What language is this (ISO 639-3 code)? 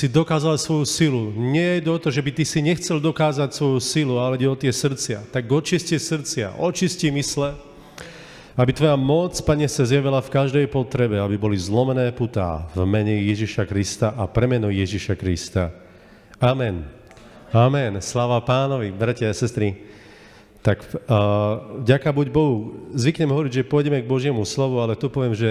slk